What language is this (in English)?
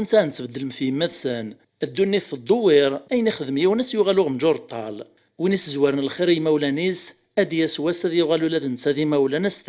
Kabyle